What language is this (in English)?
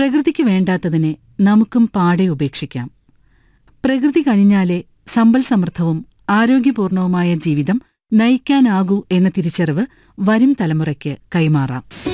Malayalam